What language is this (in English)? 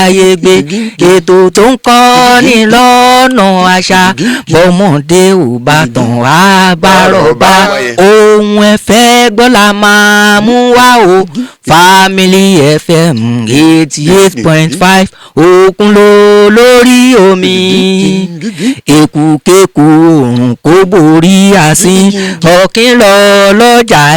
Yoruba